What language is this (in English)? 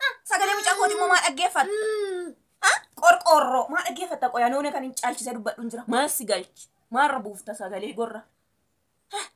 Oromo